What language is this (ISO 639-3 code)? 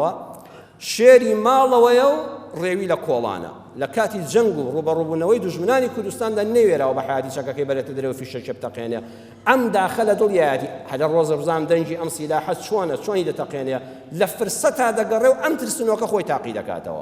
ckb